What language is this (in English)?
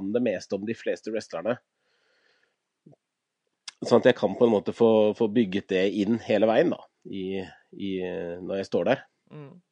Norwegian